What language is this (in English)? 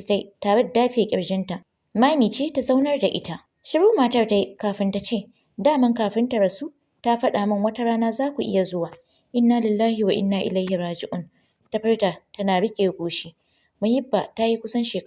Hausa